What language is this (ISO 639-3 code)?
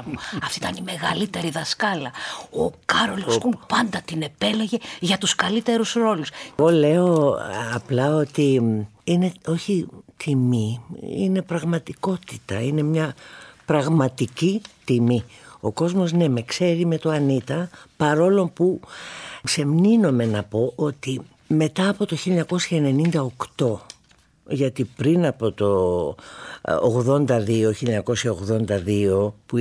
ell